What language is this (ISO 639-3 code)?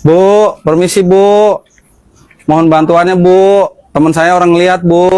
bew